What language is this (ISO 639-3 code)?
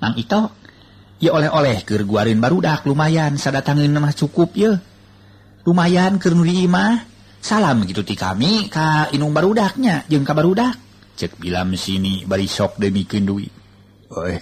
sun